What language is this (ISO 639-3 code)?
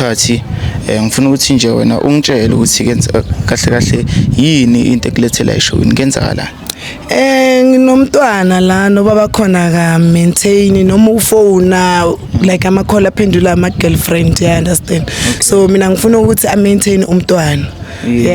zul